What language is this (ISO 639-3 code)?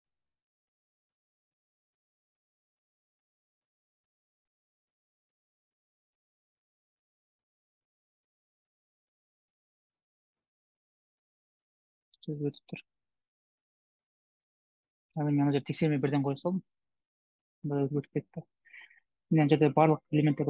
kaz